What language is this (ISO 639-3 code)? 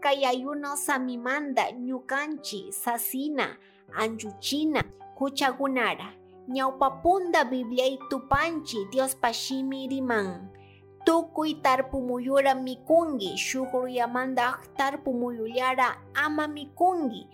qug